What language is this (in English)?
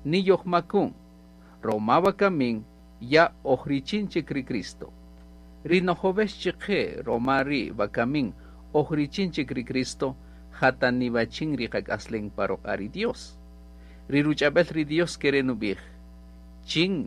Kaqchikel